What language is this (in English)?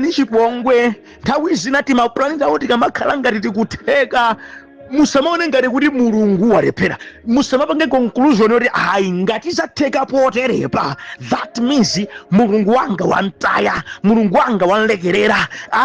Nyanja